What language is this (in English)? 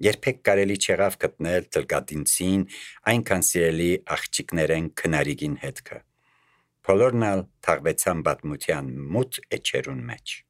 Armenian